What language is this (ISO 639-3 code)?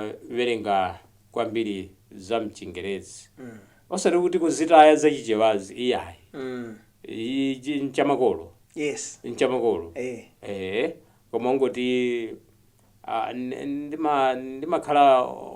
nya